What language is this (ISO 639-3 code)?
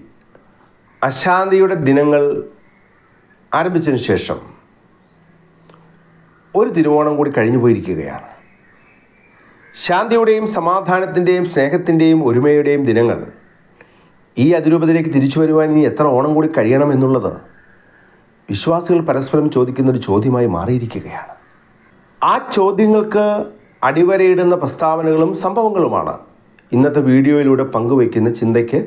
mal